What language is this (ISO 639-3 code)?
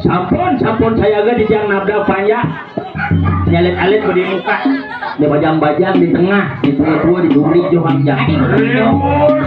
ban